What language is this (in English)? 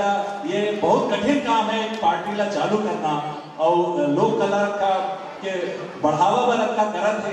Chhattisgarhi